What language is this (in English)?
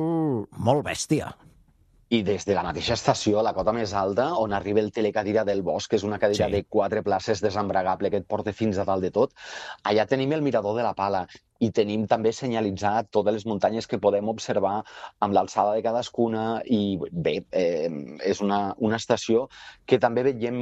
Catalan